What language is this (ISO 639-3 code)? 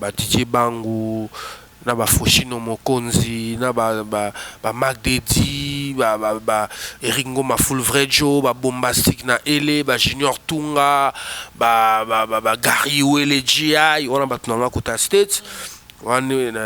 lin